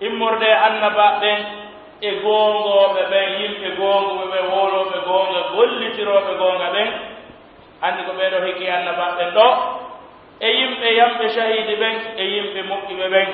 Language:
Pular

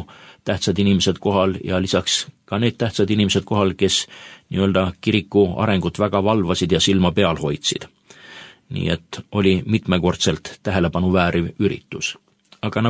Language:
Estonian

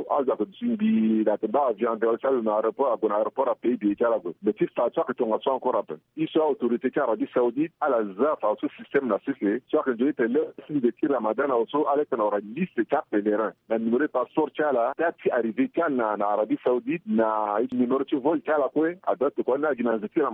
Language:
Sango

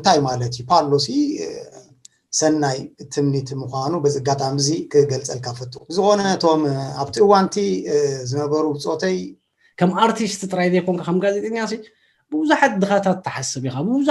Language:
Tigrinya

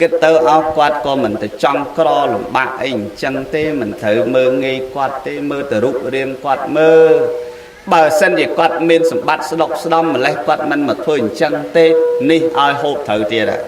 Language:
Khmer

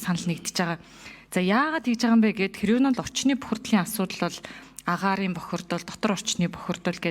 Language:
Mongolian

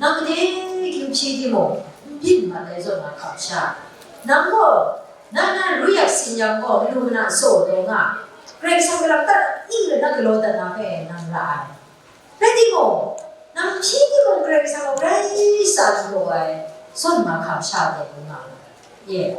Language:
Kachin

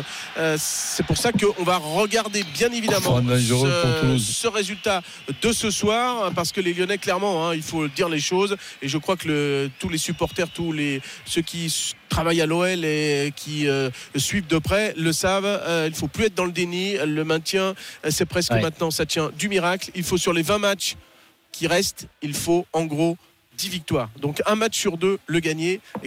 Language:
French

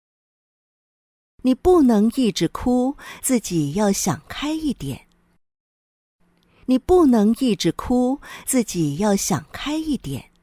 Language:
Hakka Chinese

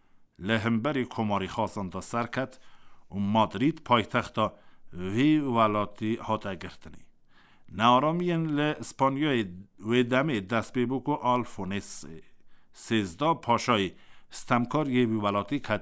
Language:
Kurdish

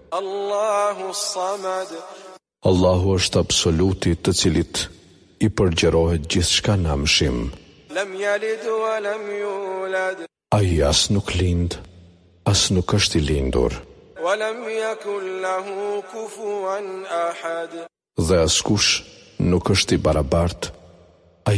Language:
Albanian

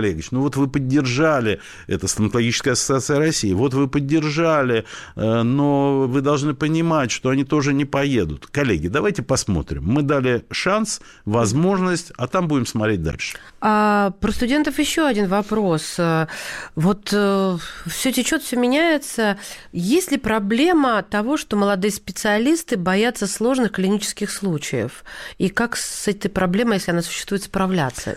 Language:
Russian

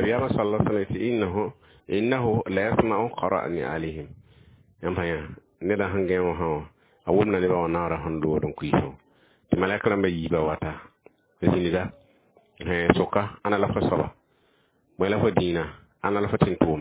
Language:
Mossi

